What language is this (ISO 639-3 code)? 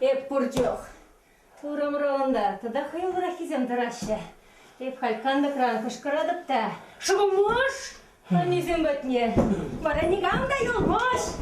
chv